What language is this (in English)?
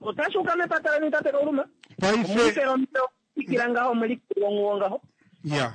Kuanyama